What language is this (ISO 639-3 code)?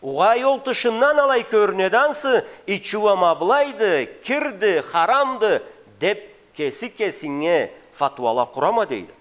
krc